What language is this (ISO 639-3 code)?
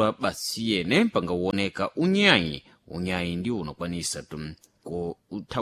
seh